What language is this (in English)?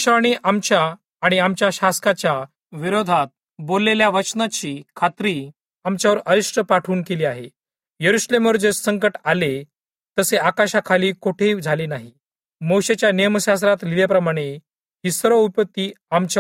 Marathi